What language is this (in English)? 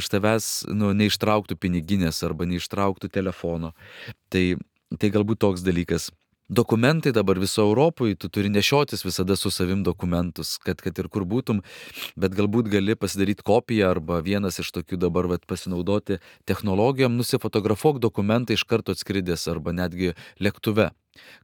Lithuanian